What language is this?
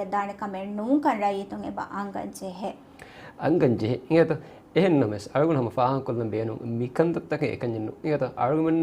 Divehi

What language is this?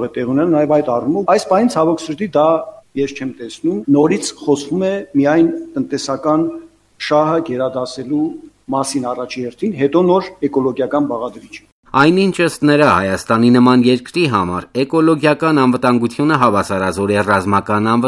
Armenian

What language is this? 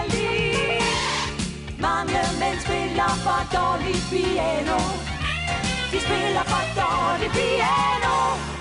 Danish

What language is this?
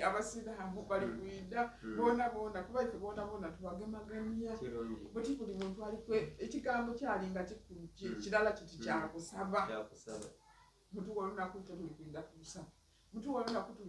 Soga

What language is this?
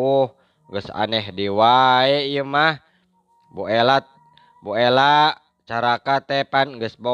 Sundanese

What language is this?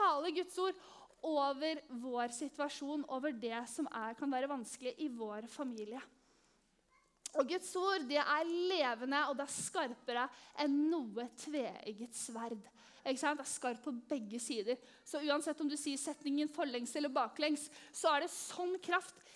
Norwegian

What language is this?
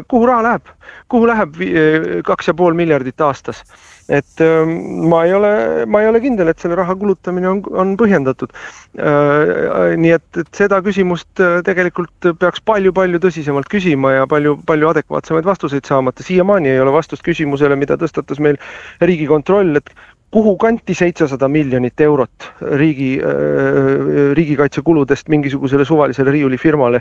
Estonian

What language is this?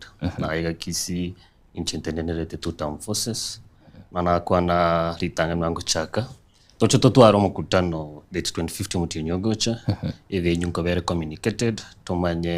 Gusii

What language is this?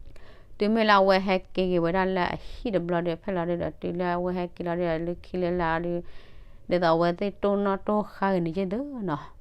S'gaw Karen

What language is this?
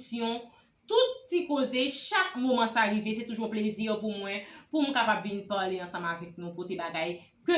Haitian Creole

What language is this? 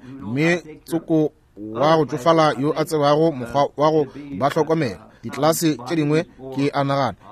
Northern Sotho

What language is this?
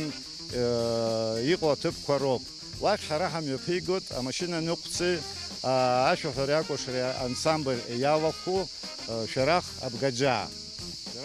Abkhazian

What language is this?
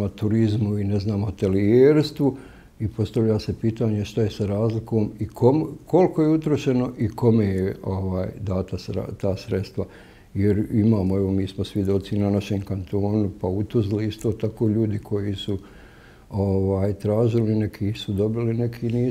Bosnian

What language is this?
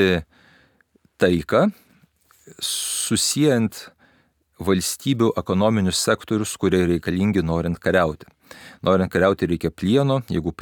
Lithuanian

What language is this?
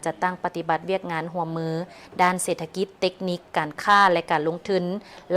Lao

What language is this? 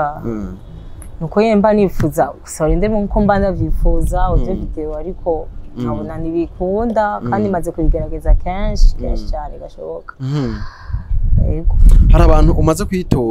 Rundi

